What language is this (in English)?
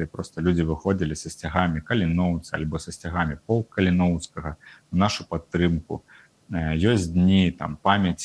Belarusian